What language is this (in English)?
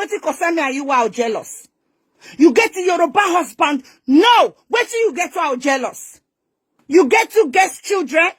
Nigerian Pidgin